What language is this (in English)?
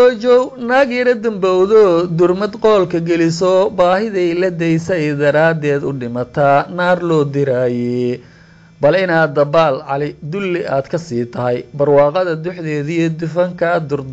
Somali